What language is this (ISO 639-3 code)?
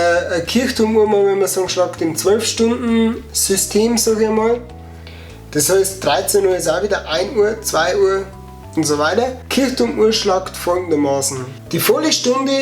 bar